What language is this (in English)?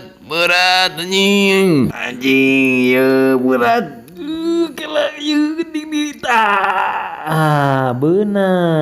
Sundanese